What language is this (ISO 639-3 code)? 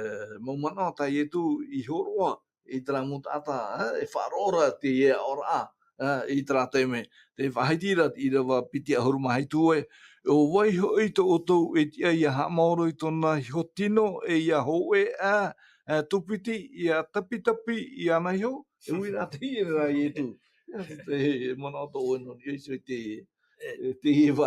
tah